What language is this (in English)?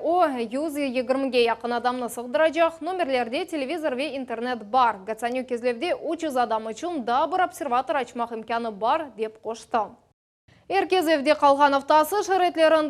Crimean Tatar